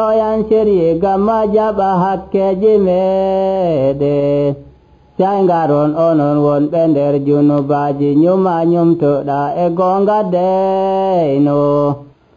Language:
Nigerian Fulfulde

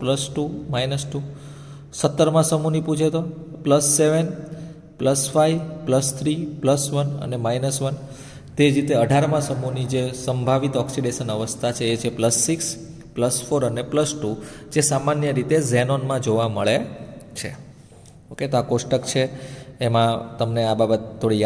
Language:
Gujarati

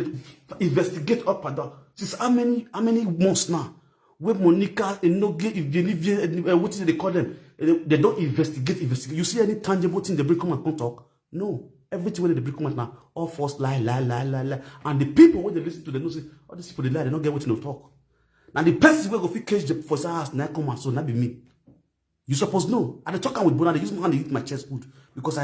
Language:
Nigerian Pidgin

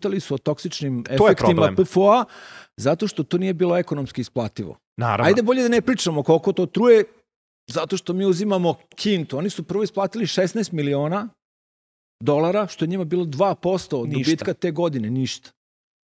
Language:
Serbian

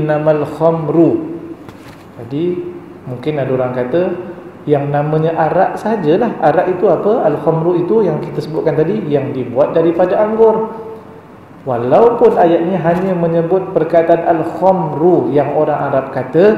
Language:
Malay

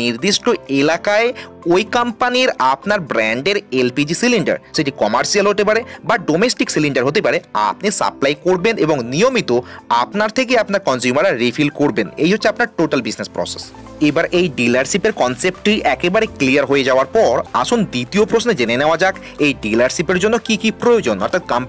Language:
Bangla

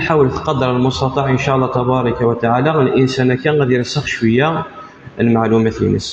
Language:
Kabyle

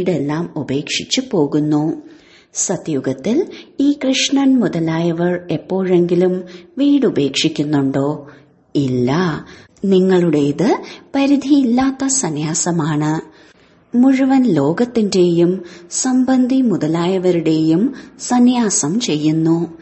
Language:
Malayalam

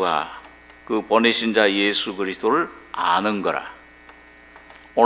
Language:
Korean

